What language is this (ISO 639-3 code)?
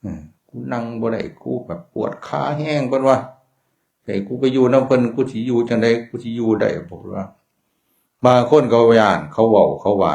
tts